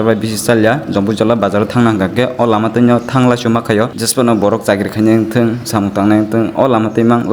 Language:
Kok Borok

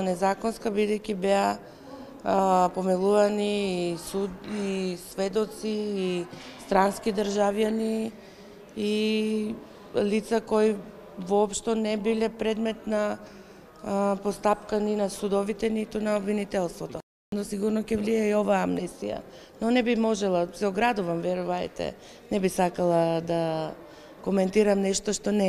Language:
Macedonian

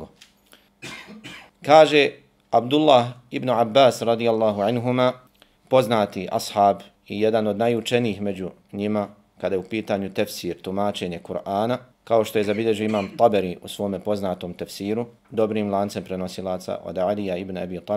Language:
Bosnian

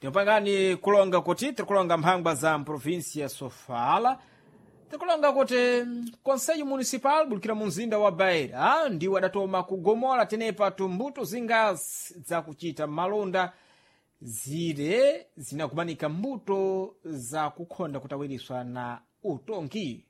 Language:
Sena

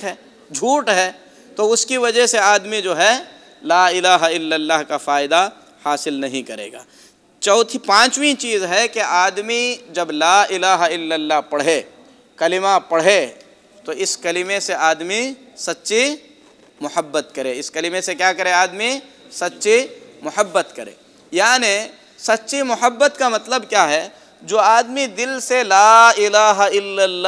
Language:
Urdu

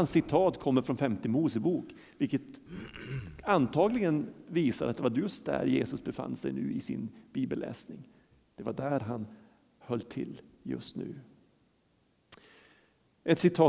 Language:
Swedish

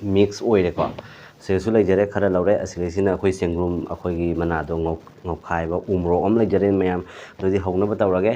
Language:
Manipuri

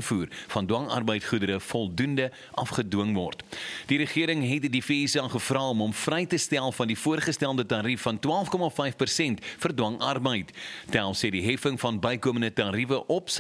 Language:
Afrikaans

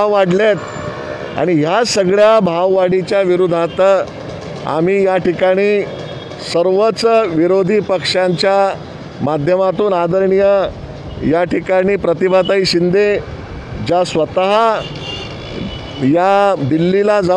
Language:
Marathi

